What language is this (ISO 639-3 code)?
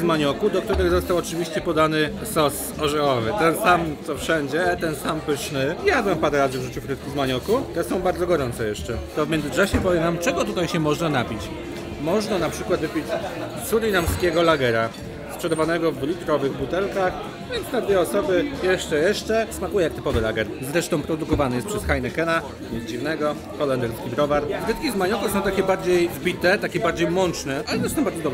pol